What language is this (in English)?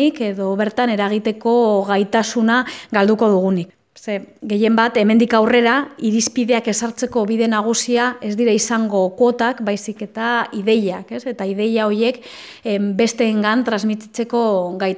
Basque